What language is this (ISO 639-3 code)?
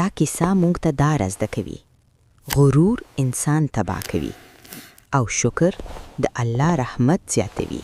pus